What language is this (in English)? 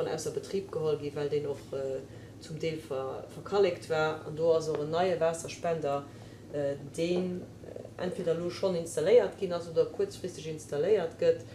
Luxembourgish